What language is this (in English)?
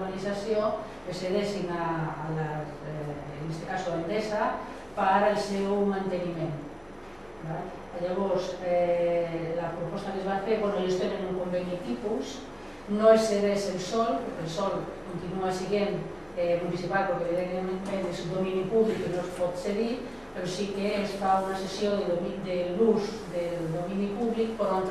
Catalan